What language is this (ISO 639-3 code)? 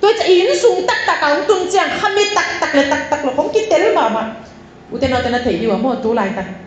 ctd